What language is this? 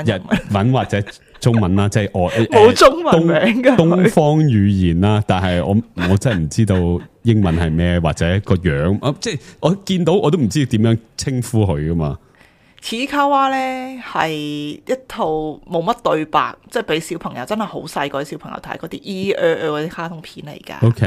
Cantonese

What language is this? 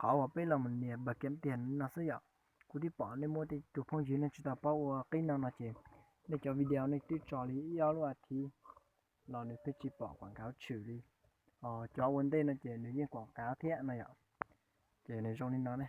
Hmong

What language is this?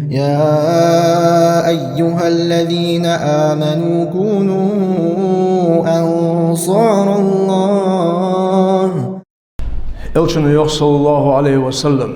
Ingush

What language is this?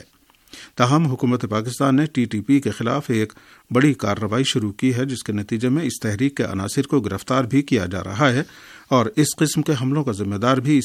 Urdu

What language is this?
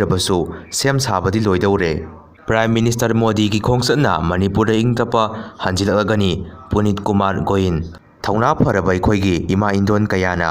Manipuri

